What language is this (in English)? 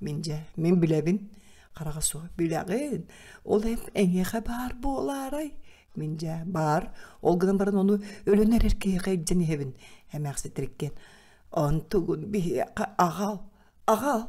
Yakut